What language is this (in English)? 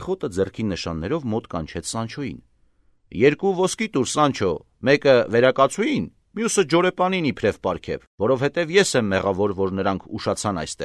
Armenian